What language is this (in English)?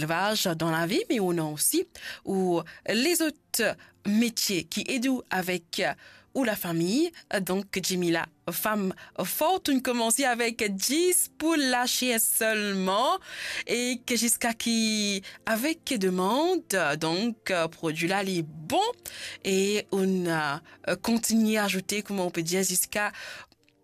Morisyen